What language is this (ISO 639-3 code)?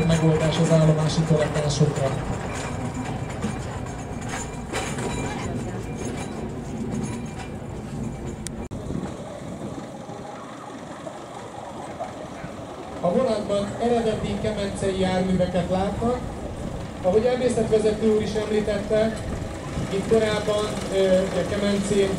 hun